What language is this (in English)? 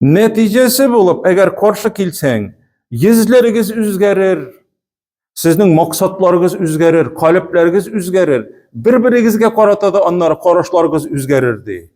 Tatar